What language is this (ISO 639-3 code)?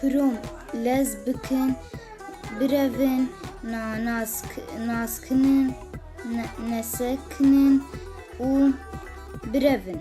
kur